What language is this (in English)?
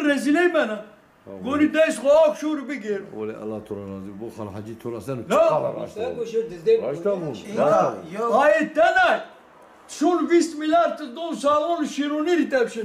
Zaza